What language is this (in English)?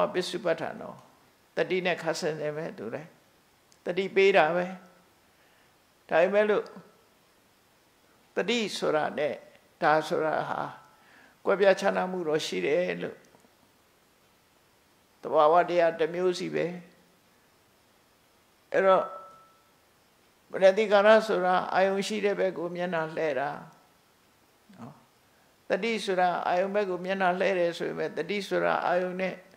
Burmese